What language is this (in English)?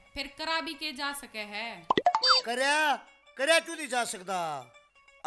Haryanvi